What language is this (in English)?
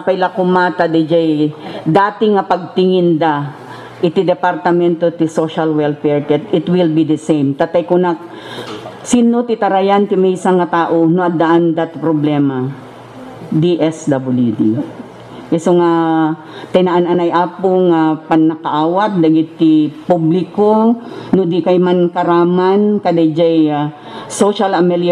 Iloko